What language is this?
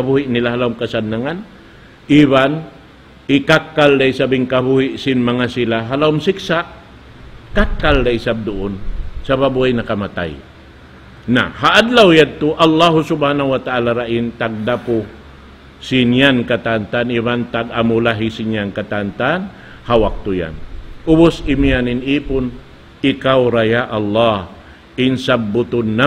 Tausug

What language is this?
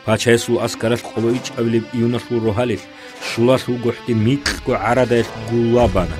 Avaric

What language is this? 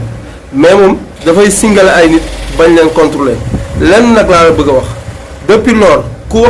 Wolof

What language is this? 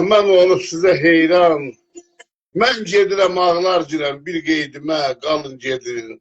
South Azerbaijani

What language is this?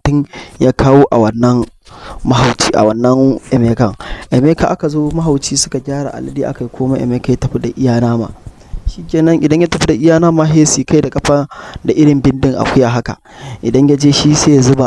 Hausa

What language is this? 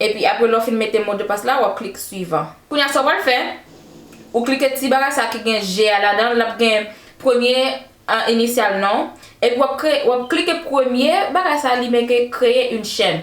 Haitian Creole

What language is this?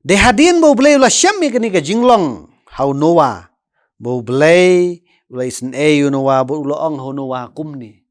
Khasi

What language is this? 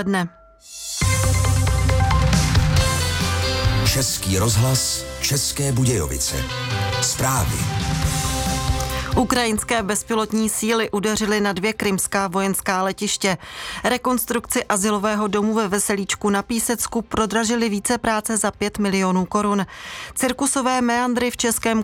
Czech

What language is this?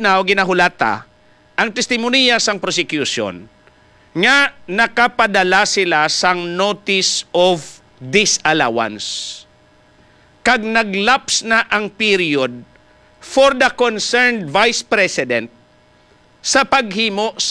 Hiligaynon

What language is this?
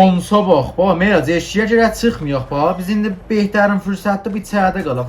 South Azerbaijani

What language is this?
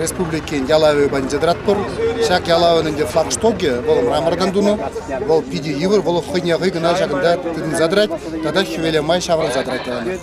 Chuvash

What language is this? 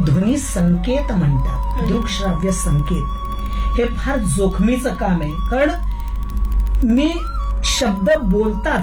Marathi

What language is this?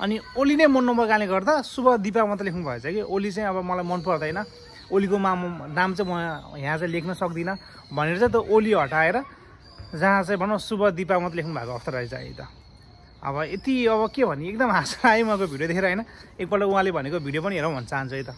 Nepali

